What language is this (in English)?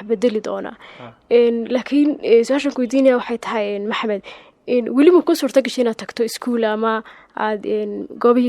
Somali